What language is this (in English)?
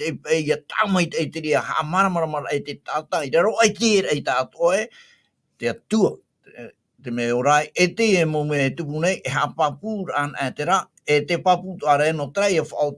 Tahitian